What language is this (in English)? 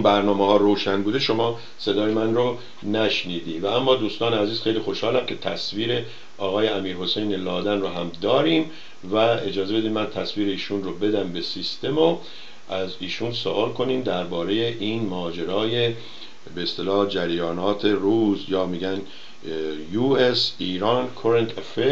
Persian